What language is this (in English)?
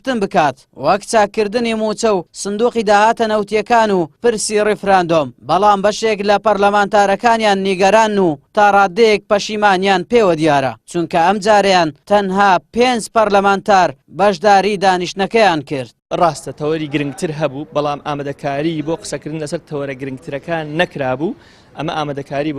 Central Kurdish